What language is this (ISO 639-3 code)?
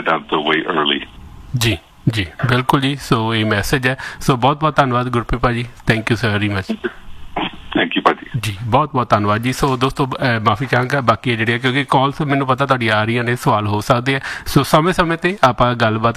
pan